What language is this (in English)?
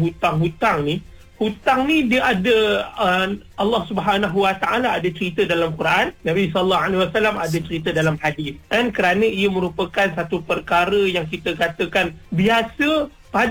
Malay